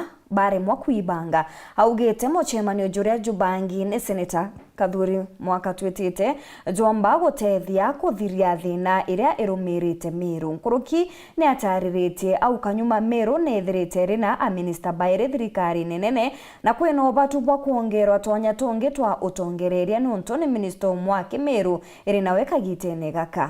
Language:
Meru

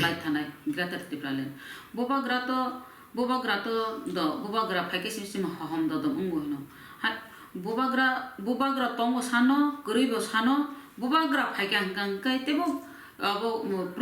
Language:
Kok Borok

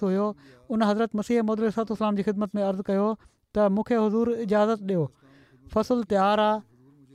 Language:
Sindhi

